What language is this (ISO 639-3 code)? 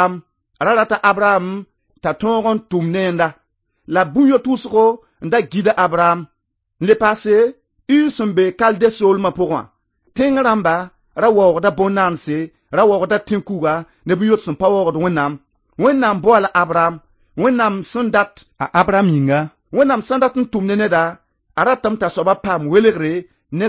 mos